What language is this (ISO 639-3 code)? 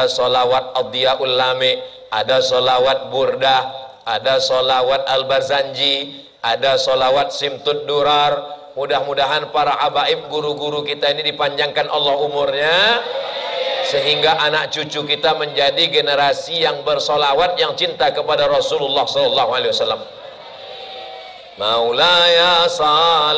ind